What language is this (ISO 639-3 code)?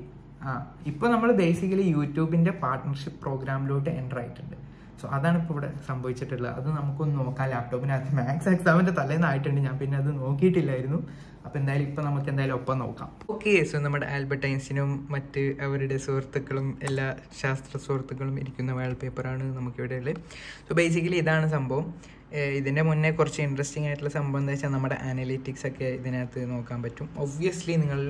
mal